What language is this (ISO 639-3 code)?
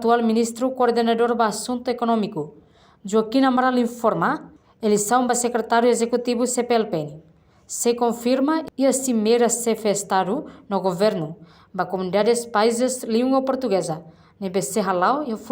tet